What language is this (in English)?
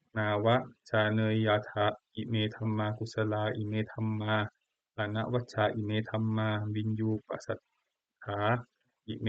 Pali